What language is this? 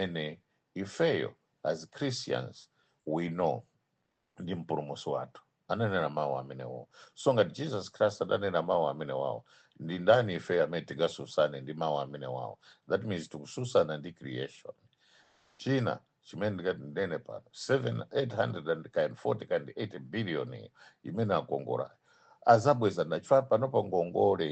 Nyanja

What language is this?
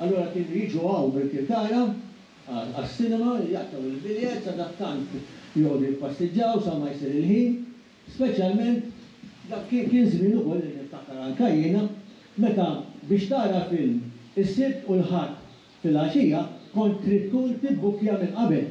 Maltese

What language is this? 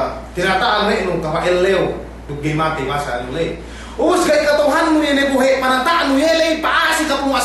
Yakan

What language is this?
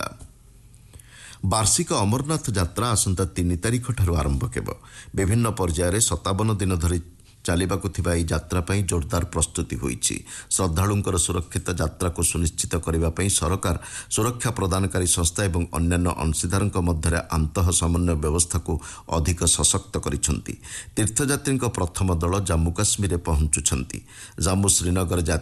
Odia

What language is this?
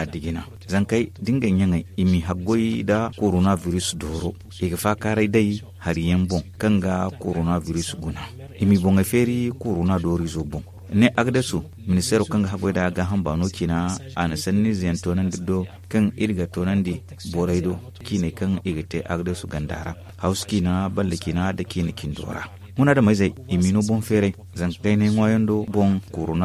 Zarma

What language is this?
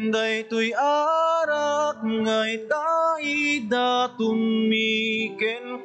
Iloko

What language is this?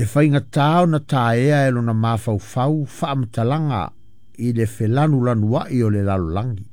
Samoan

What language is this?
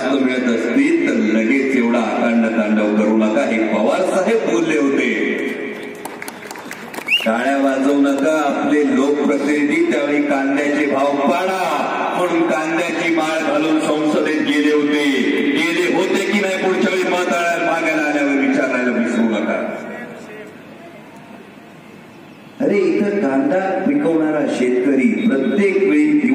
Marathi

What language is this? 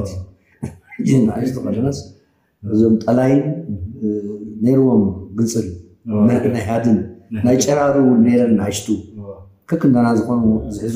Tigrinya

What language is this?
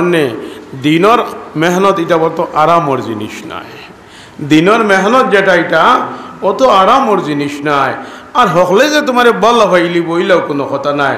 Sylheti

